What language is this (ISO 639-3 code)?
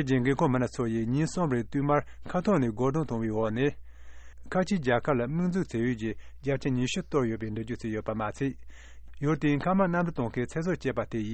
bod